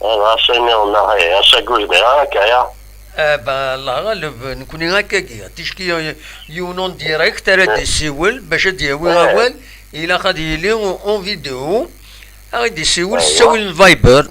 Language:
Kabyle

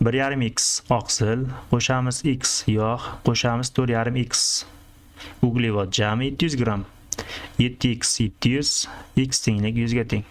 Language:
Uzbek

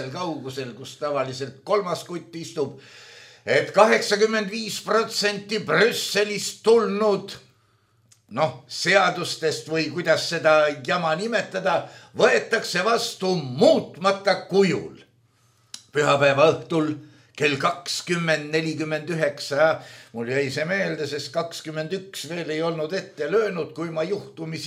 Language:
Estonian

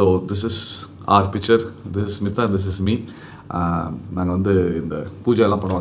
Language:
Tamil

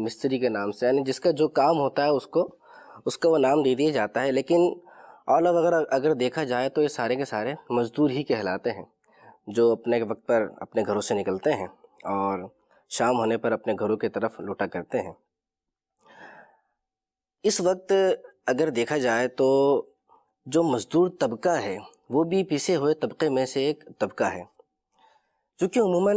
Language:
Urdu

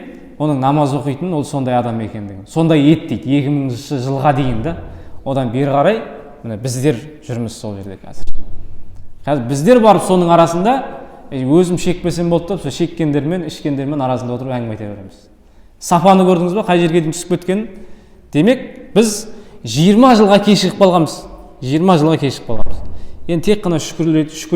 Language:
Kazakh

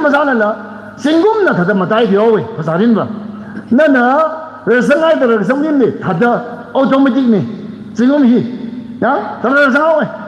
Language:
Tangkhul Naga (India)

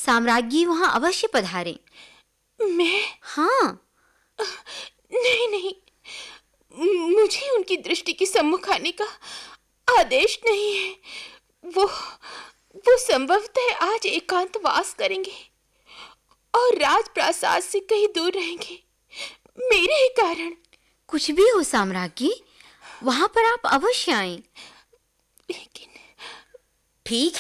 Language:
Hindi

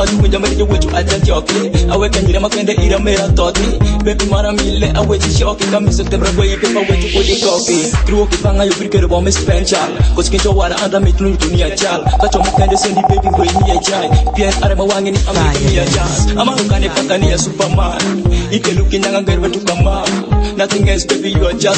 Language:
Swahili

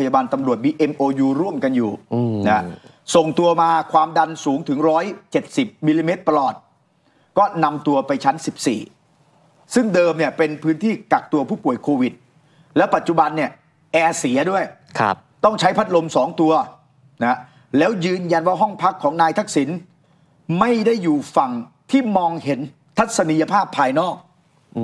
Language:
Thai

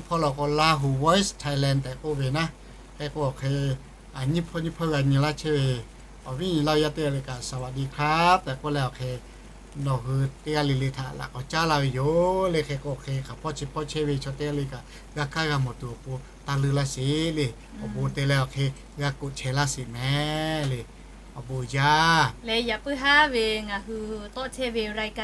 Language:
Lahu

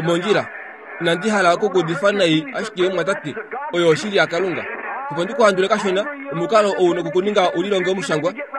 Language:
Kuanyama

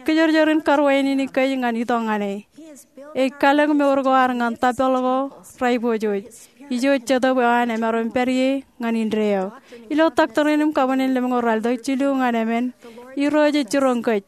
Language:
Marshallese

